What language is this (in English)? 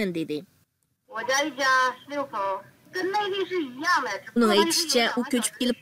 Uyghur